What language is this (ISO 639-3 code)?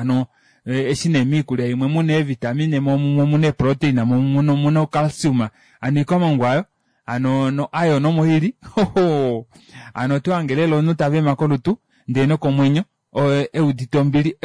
kua